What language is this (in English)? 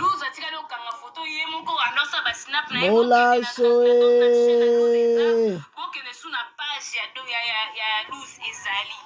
Lingala